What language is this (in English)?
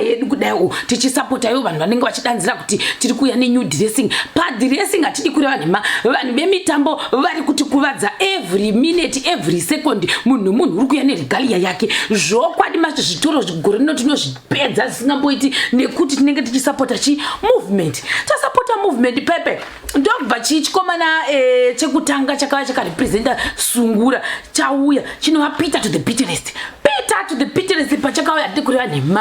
Shona